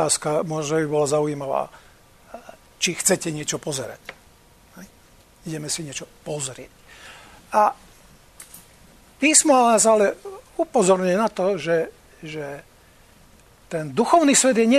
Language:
Slovak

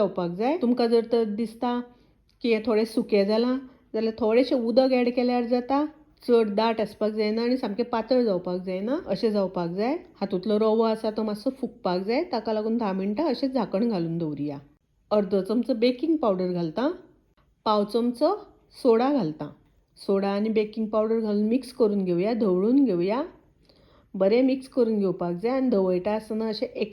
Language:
Konkani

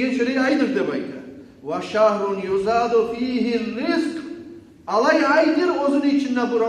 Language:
Kumyk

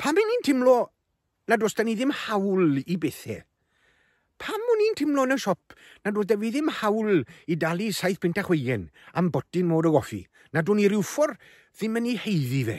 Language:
Welsh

